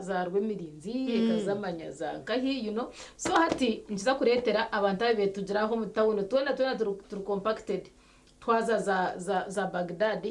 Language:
Nyankole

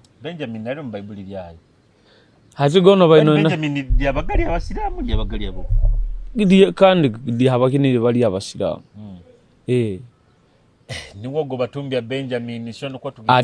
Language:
Nyoro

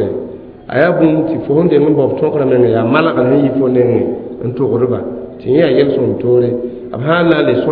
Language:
Mossi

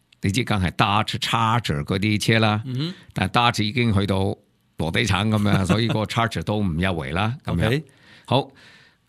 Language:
Cantonese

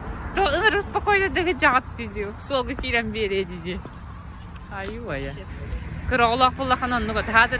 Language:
Yakut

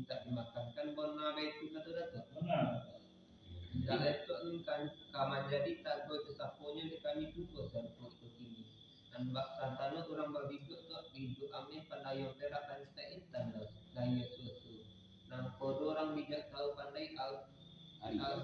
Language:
Minangkabau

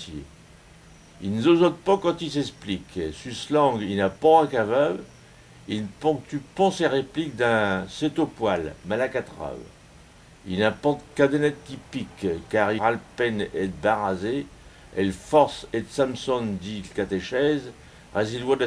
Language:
Picard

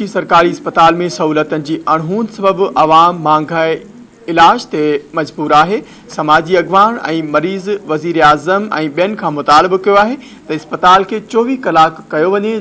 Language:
Sindhi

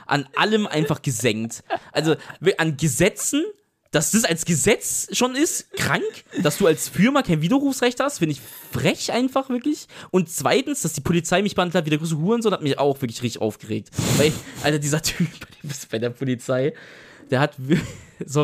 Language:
German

